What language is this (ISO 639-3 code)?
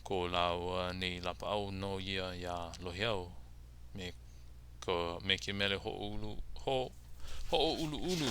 haw